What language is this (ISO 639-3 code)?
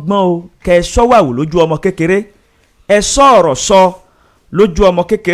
yor